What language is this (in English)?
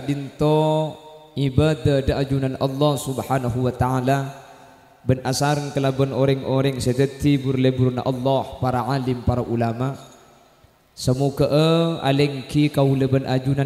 Madurese